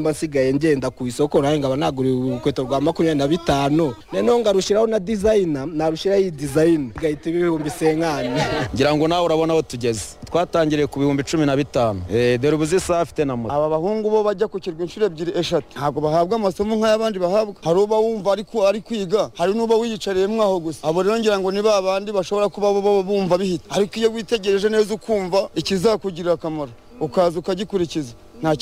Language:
Kinyarwanda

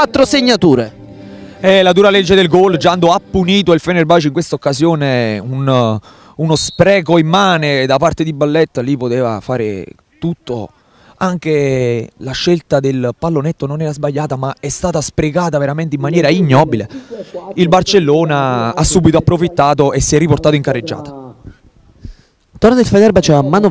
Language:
Italian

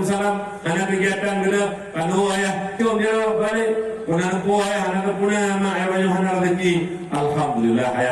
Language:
Achinese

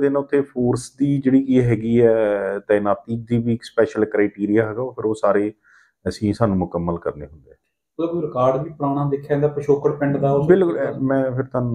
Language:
Punjabi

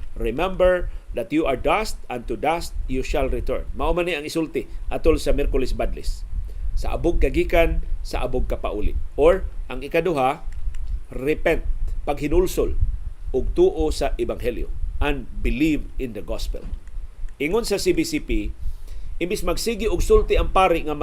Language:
Cebuano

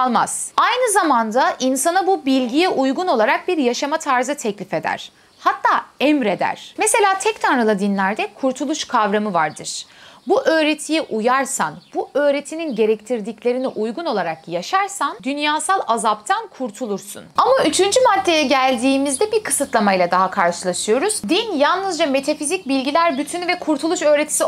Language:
Turkish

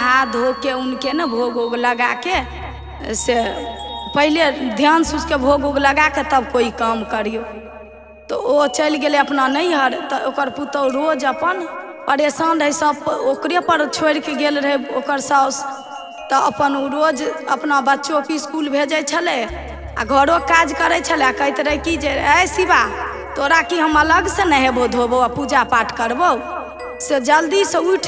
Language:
Maithili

